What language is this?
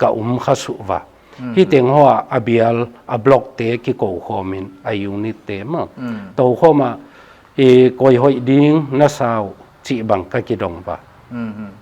Paite Chin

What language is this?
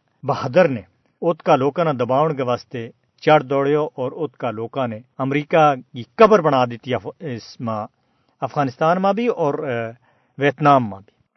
Gujari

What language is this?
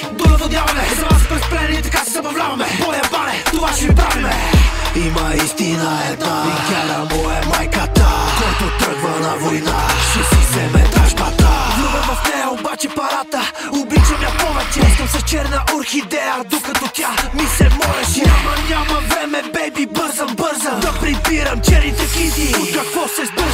Bulgarian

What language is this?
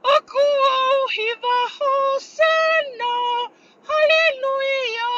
Tongan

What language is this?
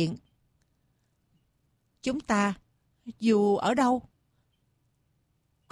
Vietnamese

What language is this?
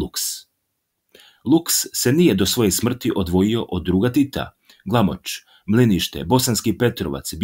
Serbian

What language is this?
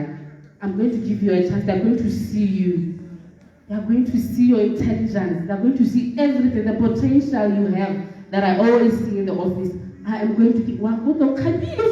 Tswana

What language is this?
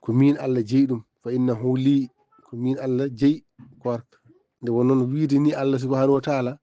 Fula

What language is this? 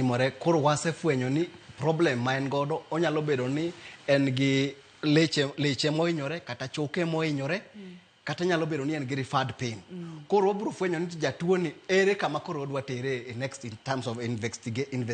Luo (Kenya and Tanzania)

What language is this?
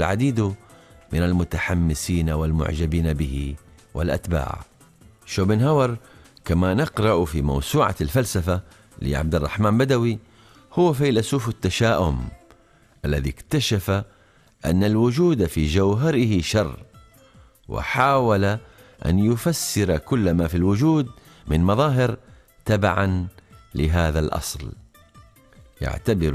Arabic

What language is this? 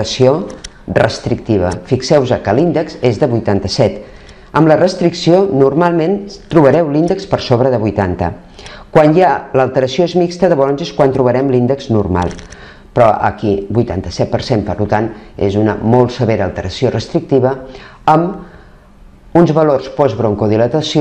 Catalan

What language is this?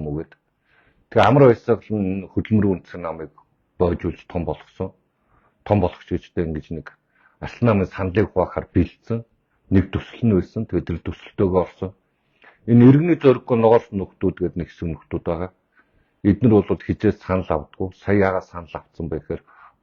Mongolian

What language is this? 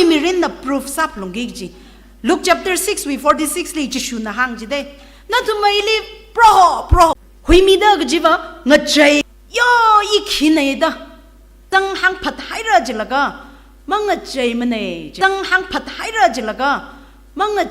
Tangkhul Naga (India)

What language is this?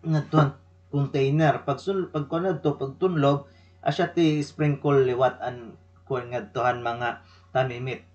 Waray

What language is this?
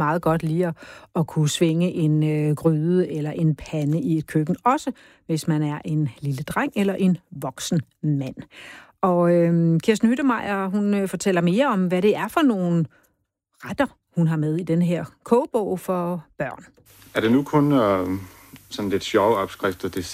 Danish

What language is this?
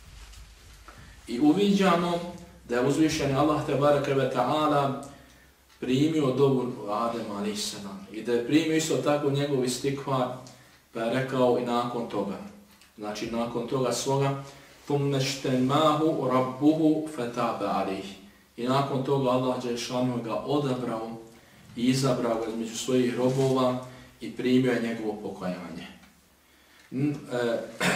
Bosnian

